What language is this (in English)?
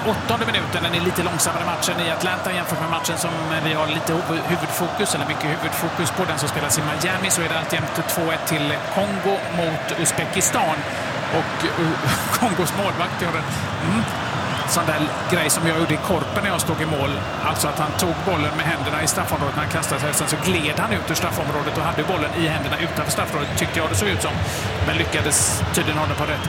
Swedish